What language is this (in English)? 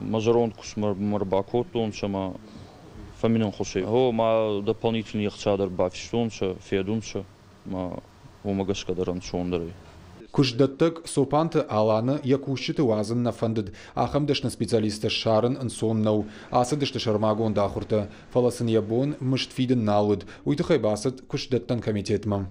Ossetic